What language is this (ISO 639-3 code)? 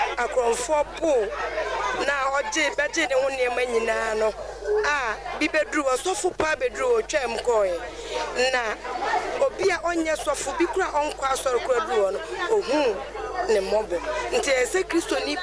aka